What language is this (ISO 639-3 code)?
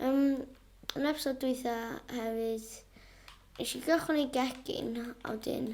cym